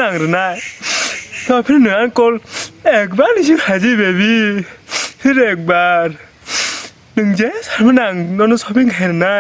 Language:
Kok Borok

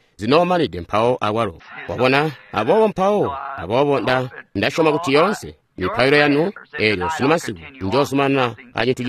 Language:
Tonga (Zambia)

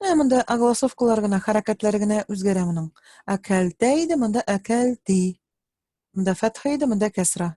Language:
Tatar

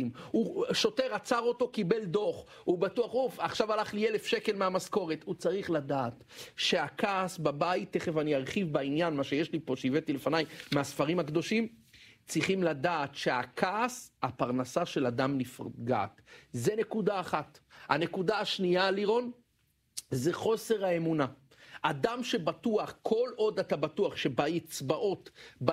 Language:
Hebrew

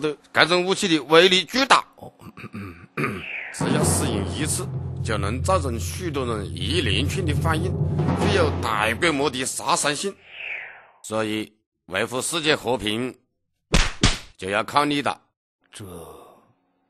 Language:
Chinese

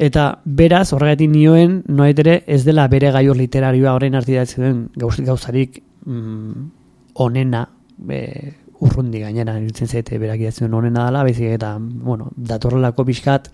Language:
Basque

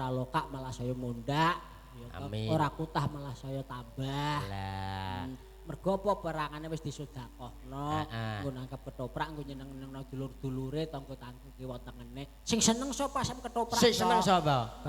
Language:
Javanese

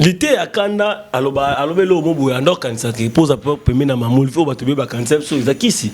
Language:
Lingala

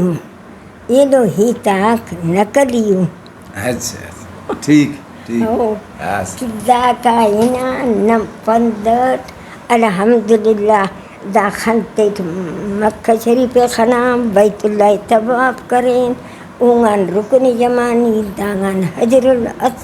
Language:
Brahui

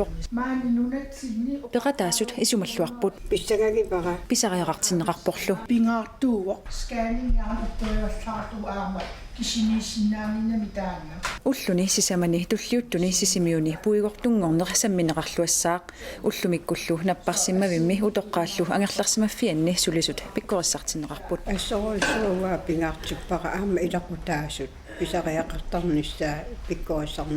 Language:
Kalaallisut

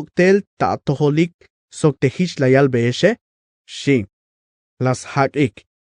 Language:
Tzeltal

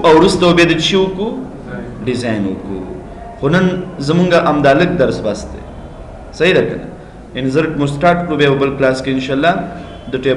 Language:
Pashto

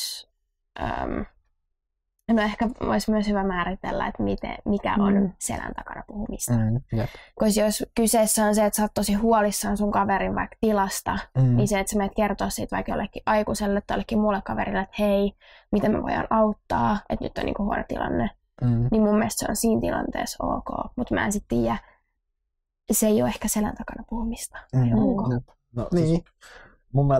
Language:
Finnish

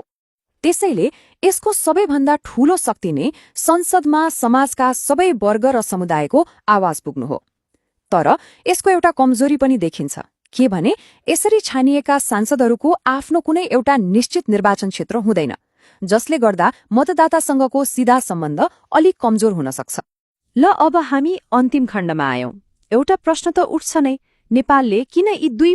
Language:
Nepali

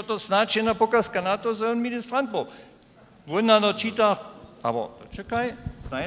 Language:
Upper Sorbian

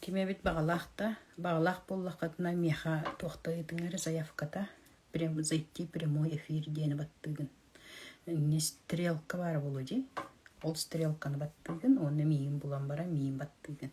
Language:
Yakut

